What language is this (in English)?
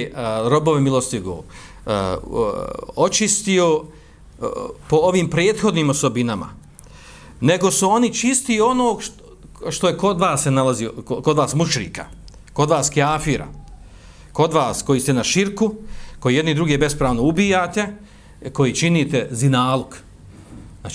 Bosnian